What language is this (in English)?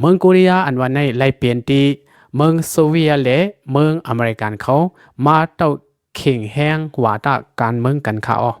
Lao